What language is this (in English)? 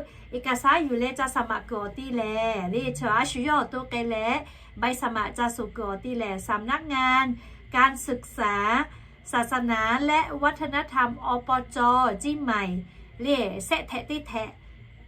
Lahu